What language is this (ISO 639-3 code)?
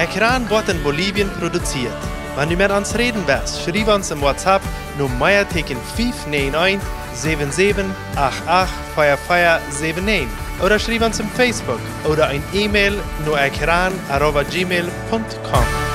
pdt